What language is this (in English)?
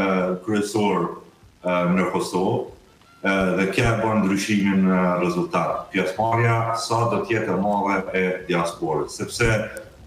Albanian